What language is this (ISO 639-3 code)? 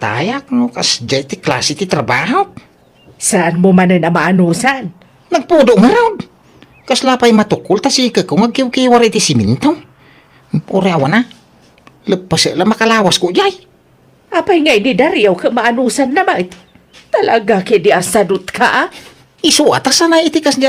ilo